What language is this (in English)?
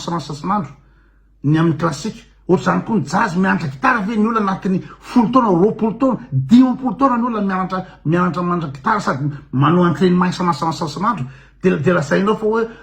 Malagasy